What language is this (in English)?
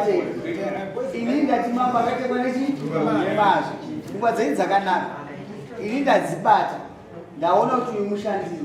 Shona